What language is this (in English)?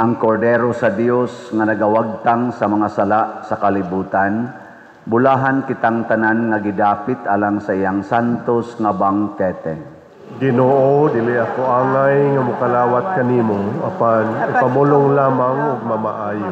Cebuano